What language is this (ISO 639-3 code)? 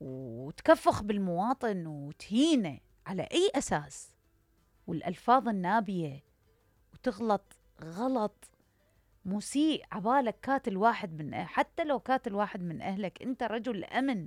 acm